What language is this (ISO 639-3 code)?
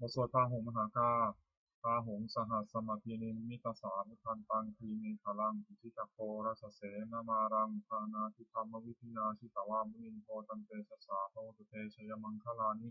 pli